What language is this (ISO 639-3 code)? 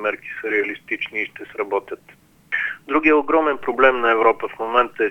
bul